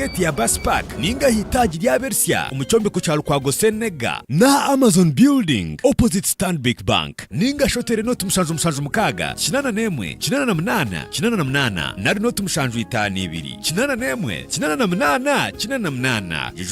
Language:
Nyankole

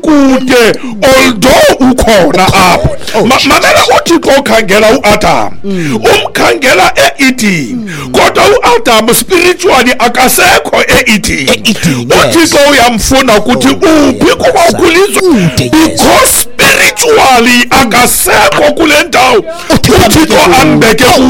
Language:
Xhosa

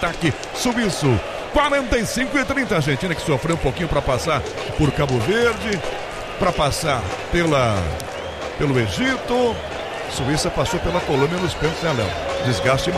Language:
Portuguese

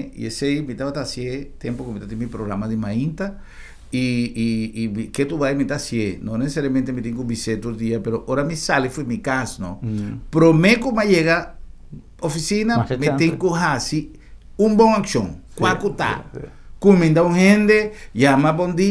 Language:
Papiamento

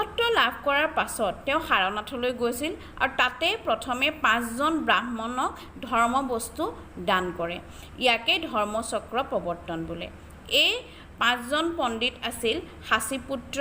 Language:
Assamese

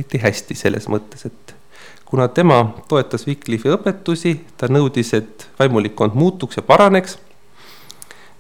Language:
Estonian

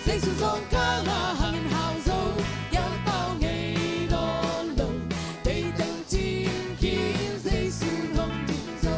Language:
Tedim Chin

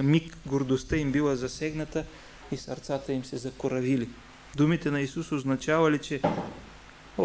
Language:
Bulgarian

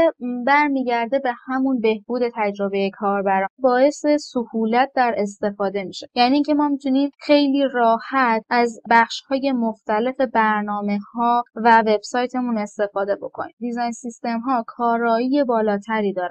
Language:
Persian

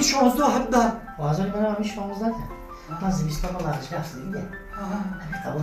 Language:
Tajik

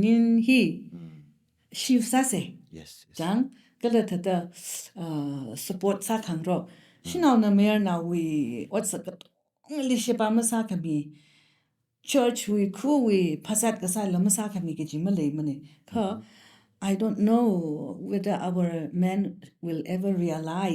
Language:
Tangkhul Naga (India)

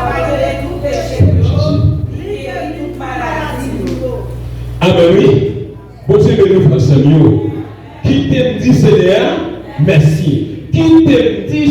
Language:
Haitian Creole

